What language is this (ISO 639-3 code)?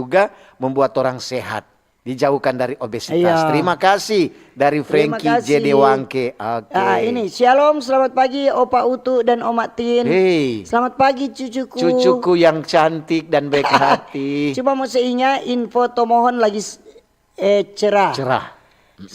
xmm